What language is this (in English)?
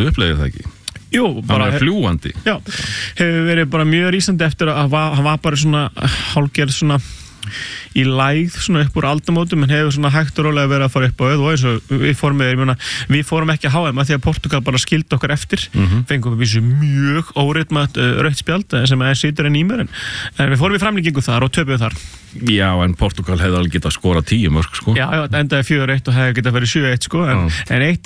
Icelandic